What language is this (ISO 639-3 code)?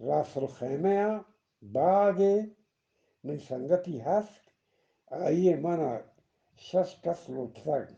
bgp